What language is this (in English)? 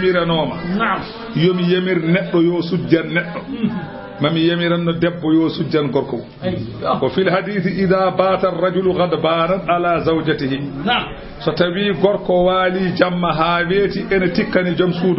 Fula